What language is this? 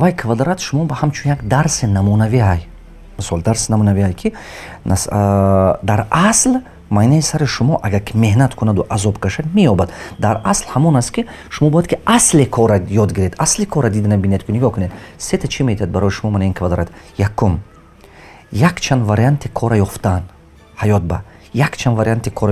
Tajik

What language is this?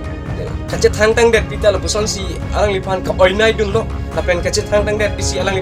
Karbi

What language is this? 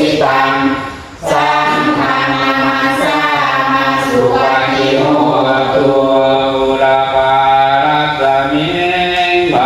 Pali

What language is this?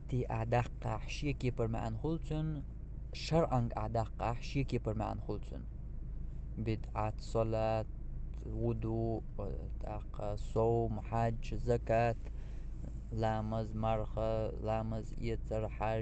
Chechen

